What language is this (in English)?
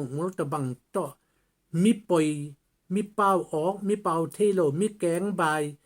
Tedim Chin